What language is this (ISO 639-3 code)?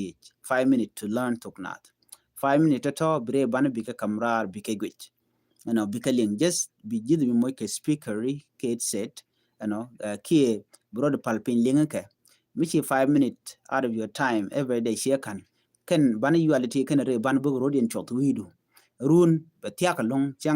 nus